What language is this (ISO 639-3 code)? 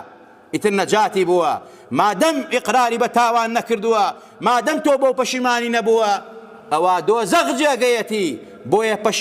ckb